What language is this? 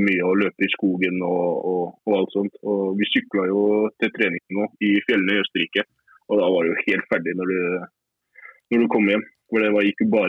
Norwegian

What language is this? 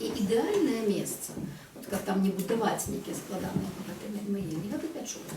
Belarusian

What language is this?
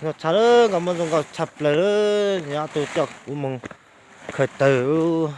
Hmong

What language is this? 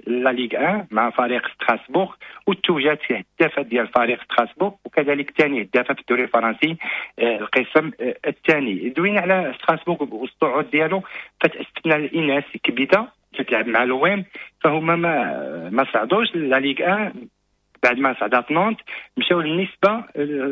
Moroccan Arabic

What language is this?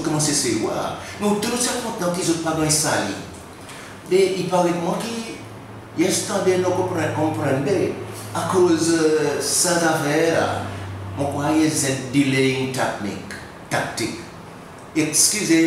Seselwa Creole French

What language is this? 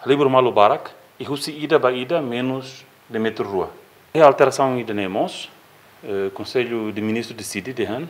Tetum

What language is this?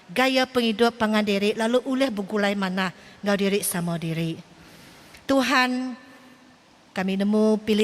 Iban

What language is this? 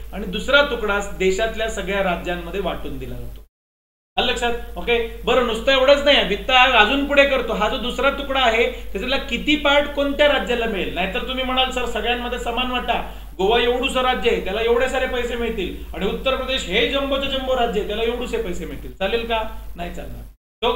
Marathi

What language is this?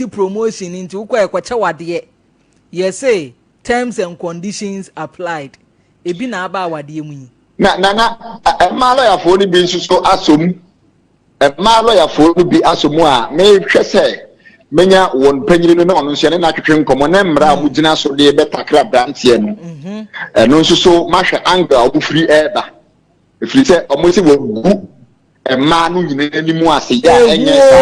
Akan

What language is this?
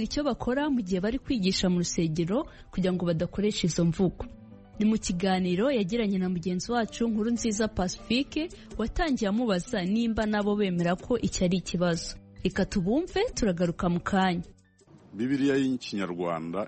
Kinyarwanda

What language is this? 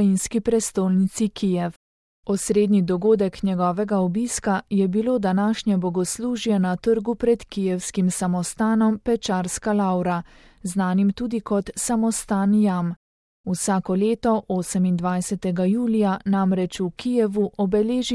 Slovenian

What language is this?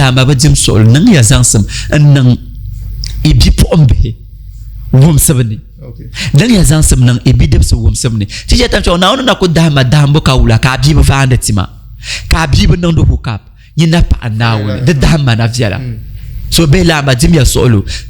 Dagbani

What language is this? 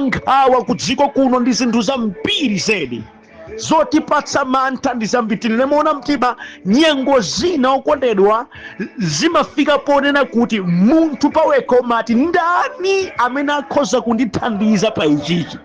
Nyanja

